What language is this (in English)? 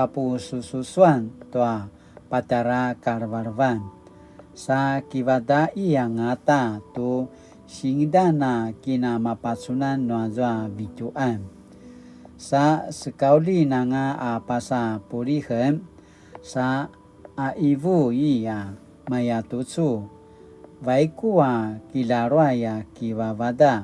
Paiwan